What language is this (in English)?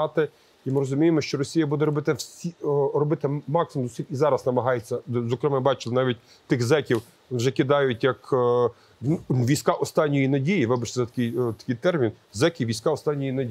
Ukrainian